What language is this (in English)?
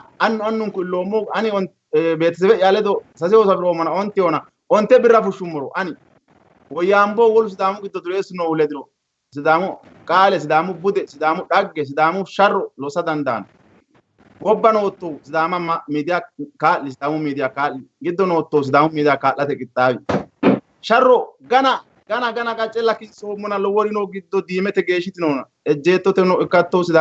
Sidamo